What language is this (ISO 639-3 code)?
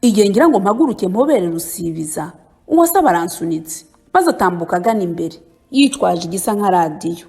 kin